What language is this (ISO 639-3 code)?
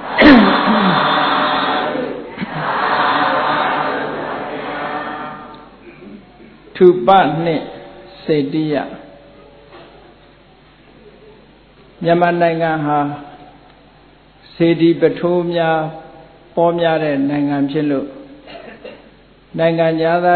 mya